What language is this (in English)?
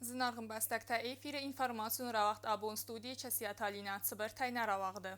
Ossetic